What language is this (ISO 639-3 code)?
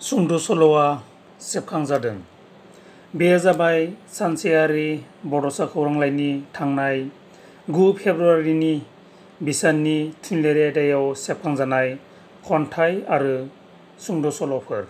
brx